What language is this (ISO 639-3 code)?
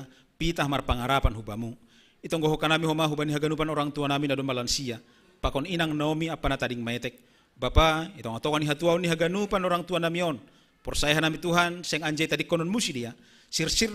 bts